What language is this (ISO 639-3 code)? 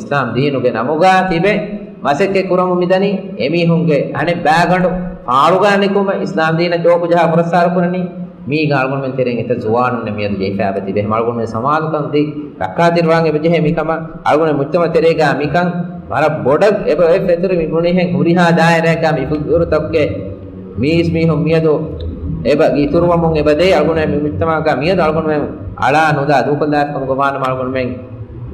div